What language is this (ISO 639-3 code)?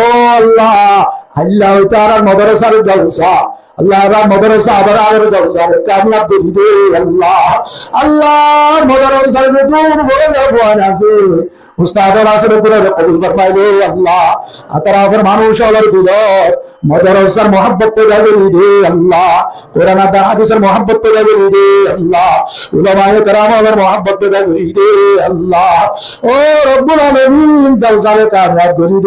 rhg